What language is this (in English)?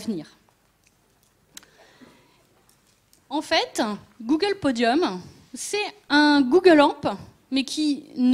French